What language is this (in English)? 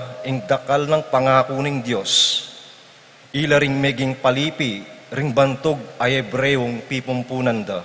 Pampanga